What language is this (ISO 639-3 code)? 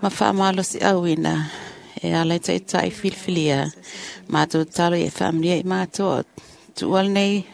smo